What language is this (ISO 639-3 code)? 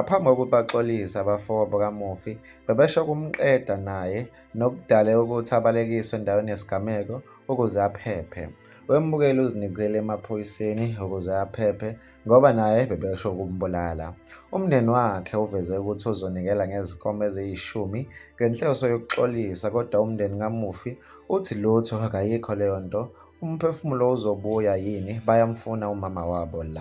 zul